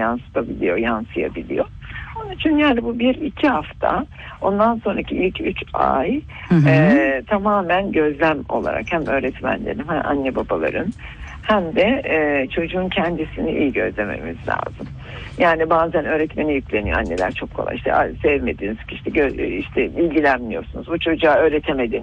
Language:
Turkish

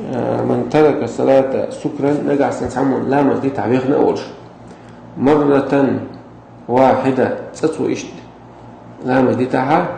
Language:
Chechen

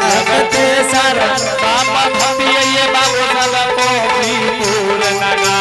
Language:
Angika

